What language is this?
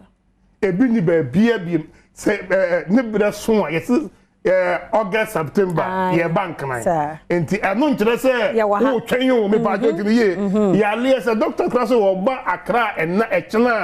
Akan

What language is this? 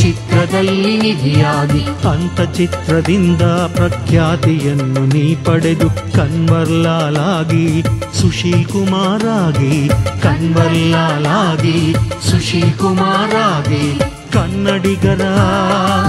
Kannada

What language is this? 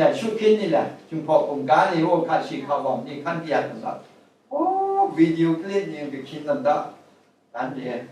Kachin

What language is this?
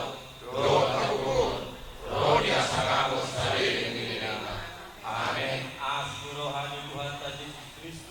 Batak Toba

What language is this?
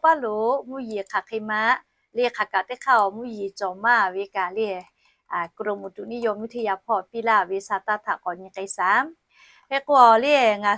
Lahu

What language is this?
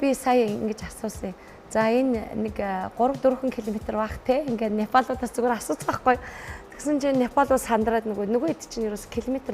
Mongolian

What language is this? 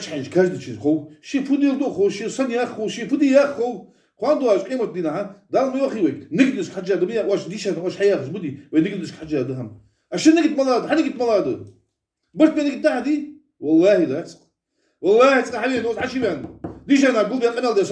Ingush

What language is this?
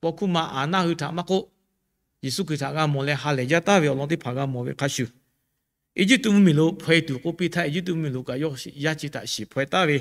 Lahu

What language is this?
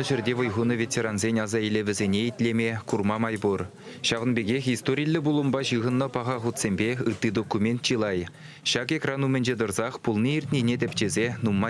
Chuvash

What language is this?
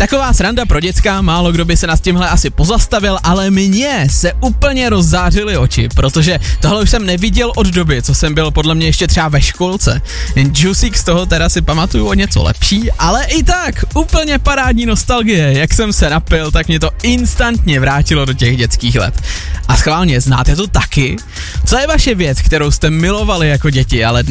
Czech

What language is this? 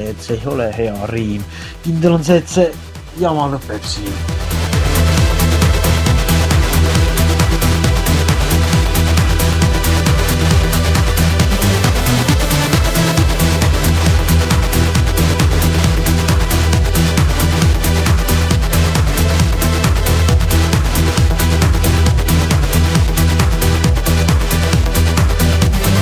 Estonian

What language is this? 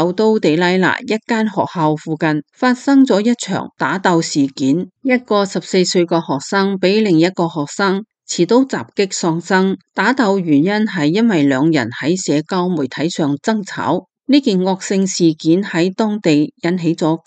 Cantonese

